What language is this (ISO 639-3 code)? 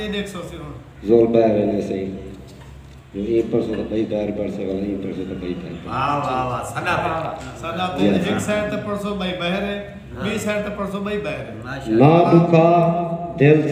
skr